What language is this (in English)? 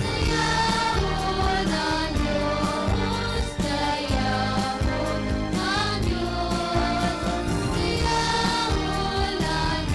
Hiligaynon